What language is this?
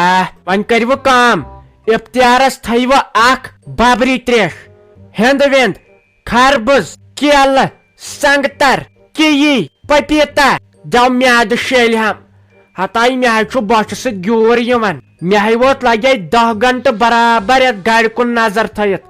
Kashmiri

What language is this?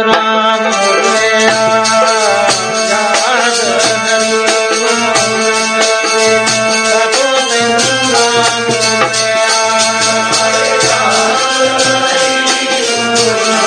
Punjabi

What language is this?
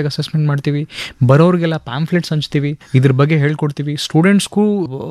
Kannada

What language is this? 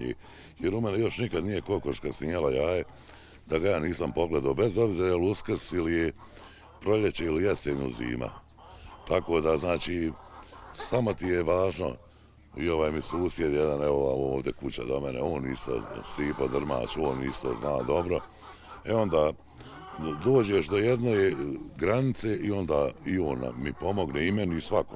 Bosnian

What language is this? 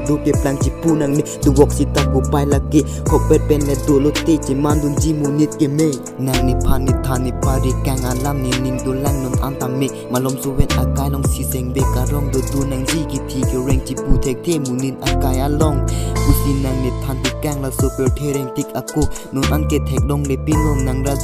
Karbi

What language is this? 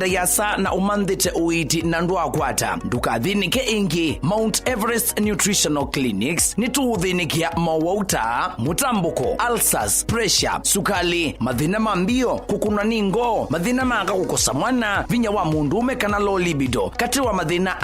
Kamba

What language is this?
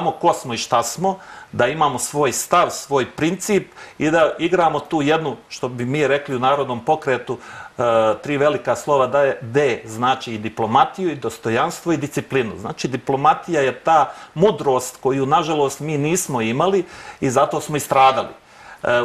Serbian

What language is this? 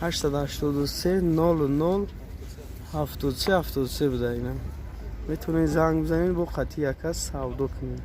Tajik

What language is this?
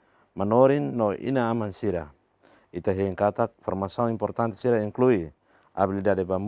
Tetum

